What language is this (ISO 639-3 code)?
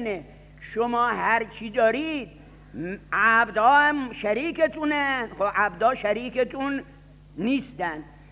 fas